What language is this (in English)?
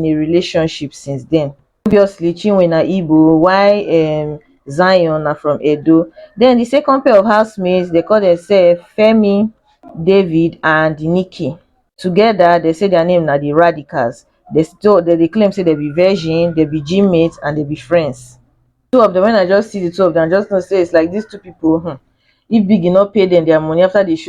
Nigerian Pidgin